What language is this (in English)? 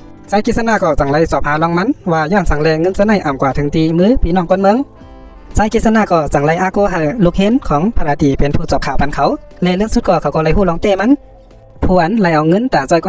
Shan